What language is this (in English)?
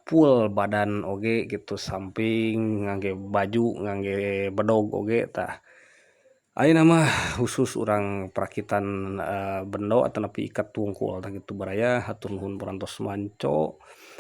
Sundanese